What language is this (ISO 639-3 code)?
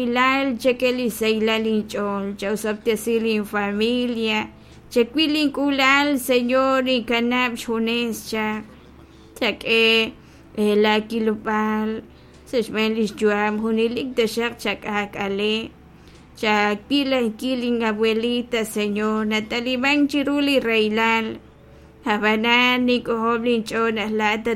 kek